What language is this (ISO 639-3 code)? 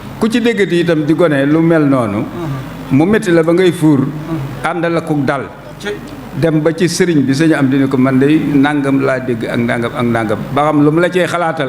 wol